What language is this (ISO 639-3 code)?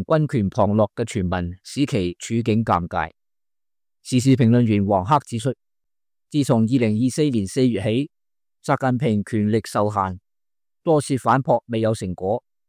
yue